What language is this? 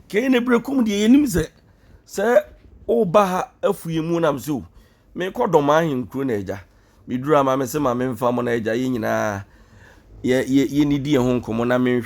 Akan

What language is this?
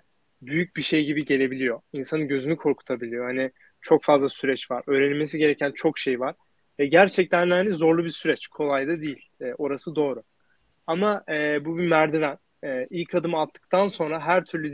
Turkish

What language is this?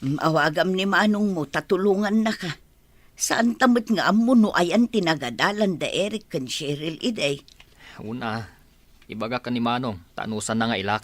Iloko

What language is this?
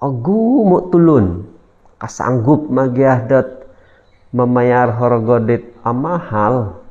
Central Dusun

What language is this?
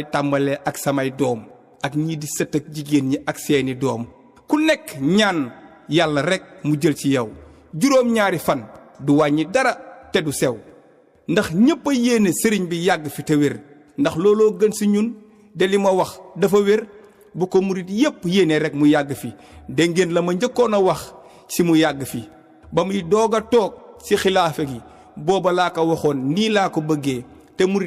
Wolof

